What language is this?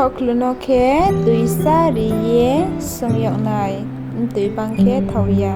Riang (India)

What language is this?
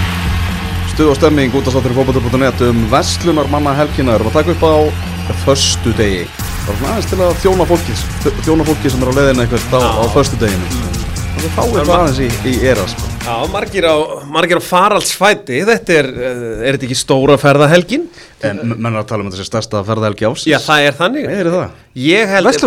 Icelandic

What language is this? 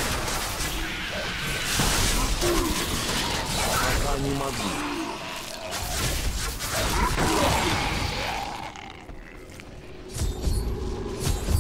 Russian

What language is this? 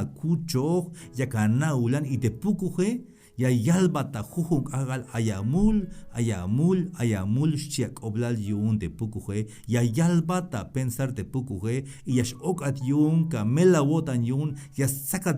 Tzeltal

